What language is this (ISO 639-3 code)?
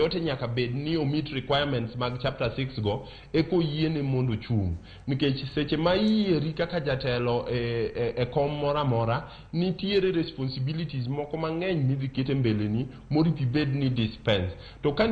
luo